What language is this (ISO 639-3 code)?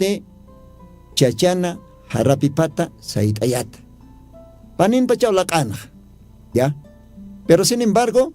aym